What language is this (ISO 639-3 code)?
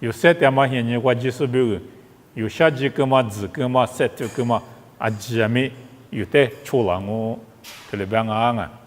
lis